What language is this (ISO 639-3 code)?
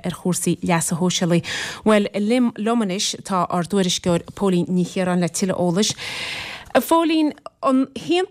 gle